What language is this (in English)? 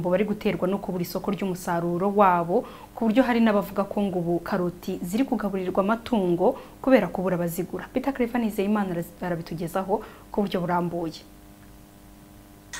Kinyarwanda